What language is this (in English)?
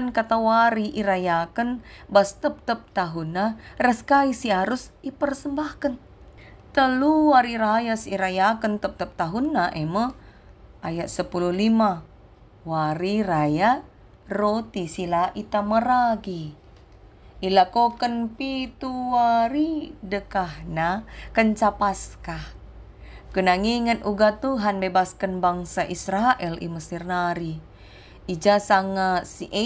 Batak Karo